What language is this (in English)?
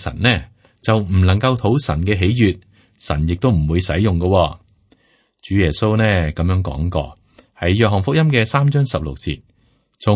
Cantonese